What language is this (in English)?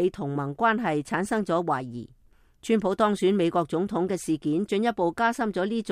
Cantonese